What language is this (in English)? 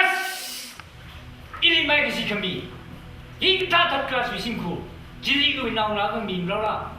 Tangkhul Naga (India)